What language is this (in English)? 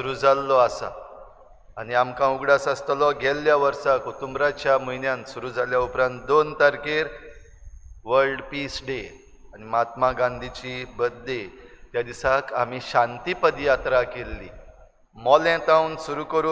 Konkani